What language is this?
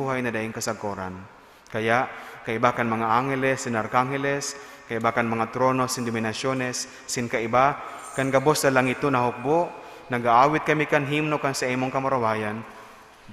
Bikol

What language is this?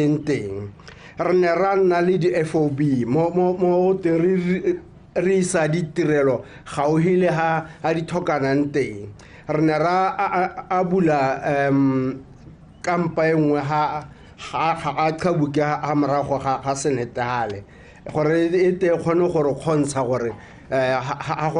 Tswana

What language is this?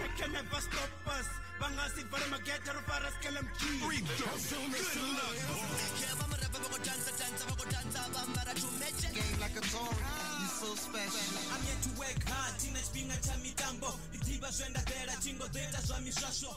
Venda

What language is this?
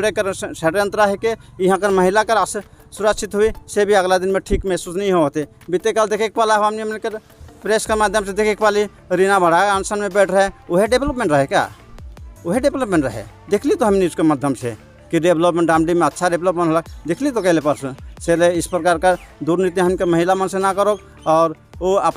Sadri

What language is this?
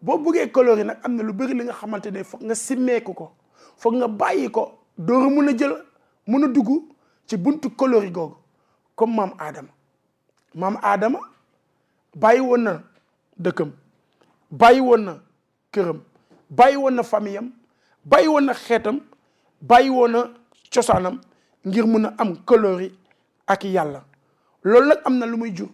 Wolof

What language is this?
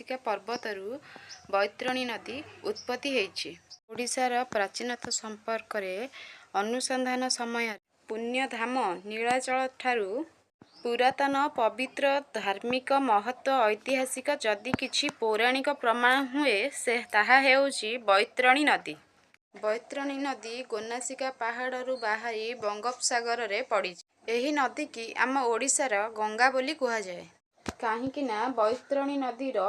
Odia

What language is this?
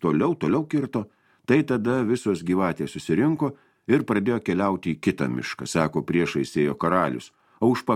Lithuanian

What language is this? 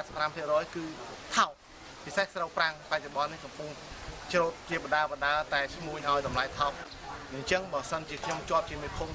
Khmer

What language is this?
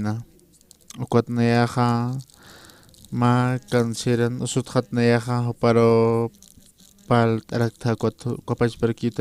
Aymara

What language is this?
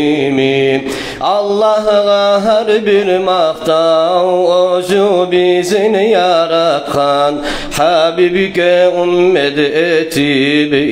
Kumyk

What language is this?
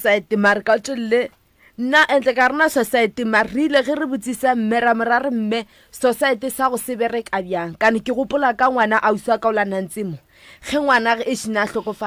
Northern Sotho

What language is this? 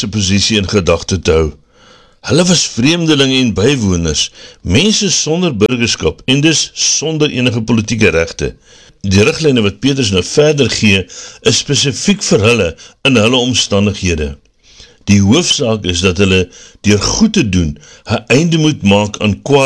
Afrikaans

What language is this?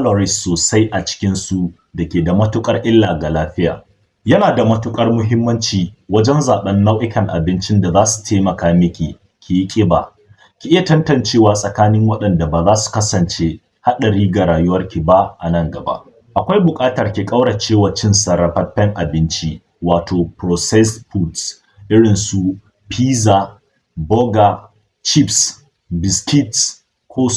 Hausa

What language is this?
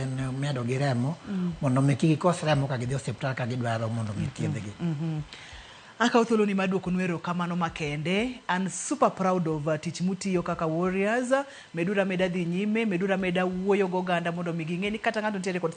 Luo (Kenya and Tanzania)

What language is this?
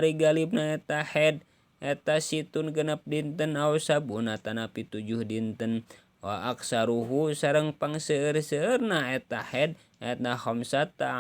Sundanese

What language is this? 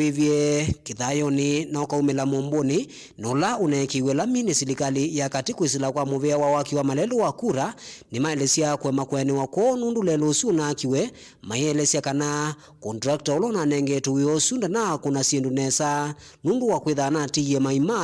Kamba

